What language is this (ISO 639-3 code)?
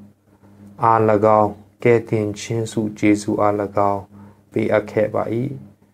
mya